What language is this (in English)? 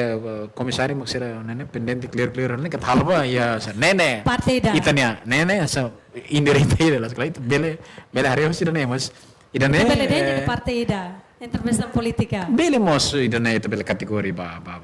Tetum